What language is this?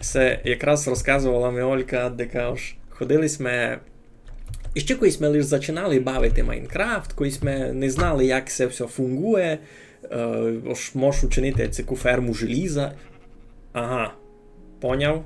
Rusyn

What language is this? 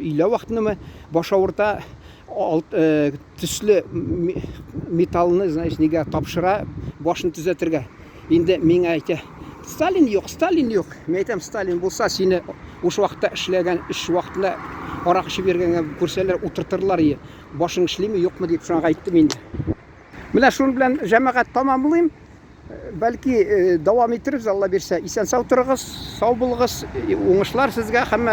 Tatar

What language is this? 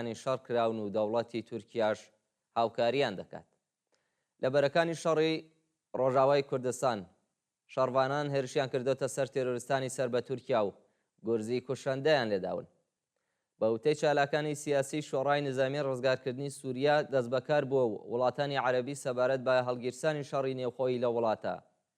Central Kurdish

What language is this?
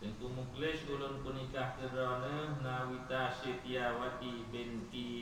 Achinese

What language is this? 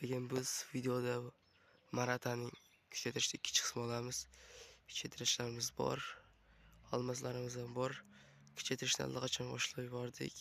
Uzbek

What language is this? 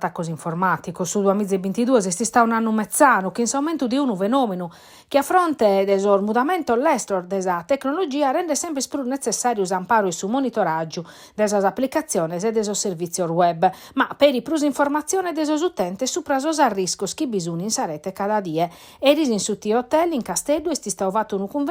Sardinian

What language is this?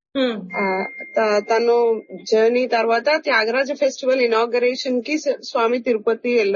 Telugu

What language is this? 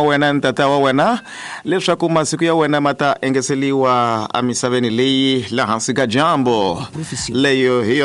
Tsonga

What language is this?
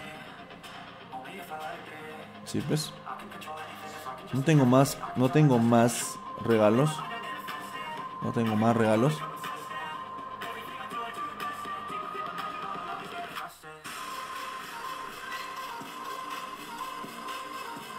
Spanish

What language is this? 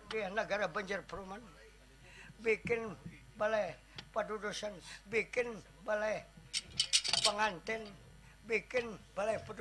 Banjar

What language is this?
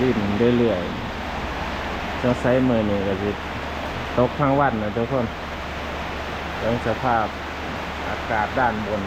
Lao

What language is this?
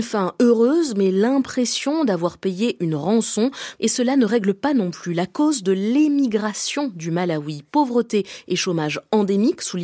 French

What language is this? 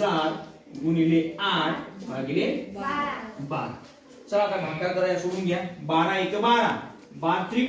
Marathi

